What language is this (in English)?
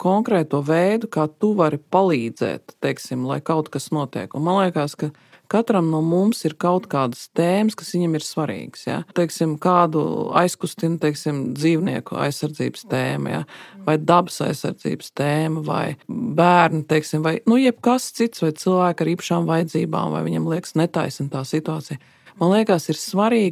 Latvian